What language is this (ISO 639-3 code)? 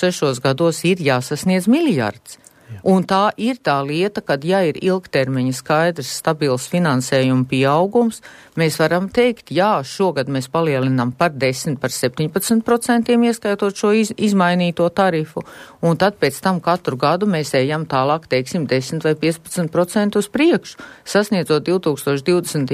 lav